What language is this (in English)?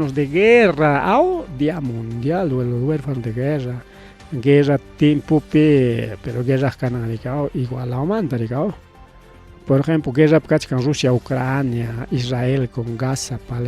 Ayacucho Quechua